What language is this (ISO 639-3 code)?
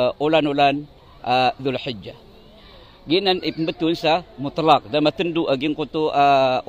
mrw